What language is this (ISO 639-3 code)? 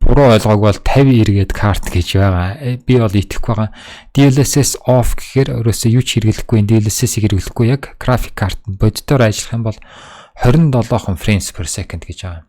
mon